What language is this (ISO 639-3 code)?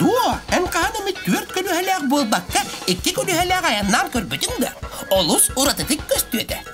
sah